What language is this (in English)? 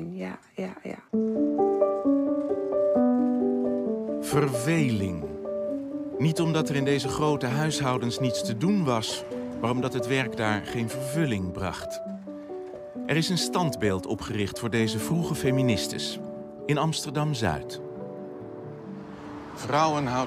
Dutch